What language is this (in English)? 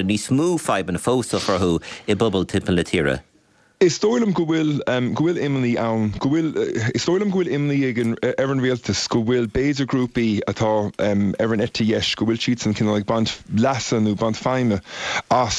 Irish